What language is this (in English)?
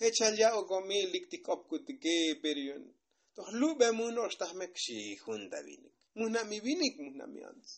Tzotzil